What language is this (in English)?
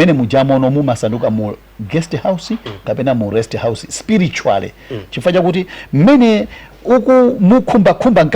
Nyanja